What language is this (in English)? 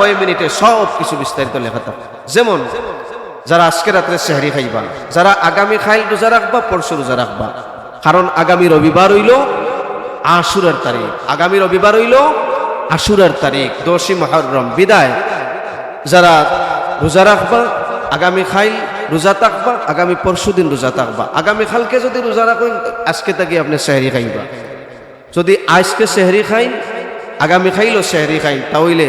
Sylheti